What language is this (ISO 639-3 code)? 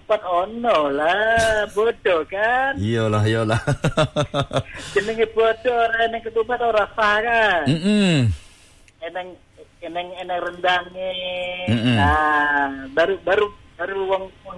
msa